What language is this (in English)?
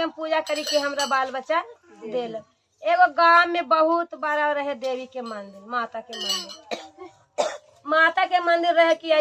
Magahi